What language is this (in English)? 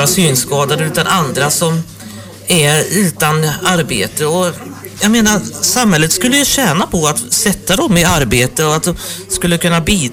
Swedish